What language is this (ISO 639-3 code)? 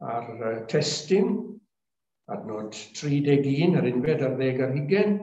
cym